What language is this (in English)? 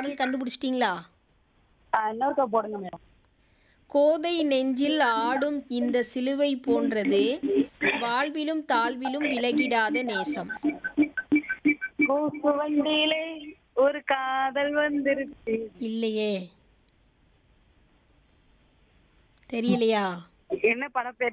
Tamil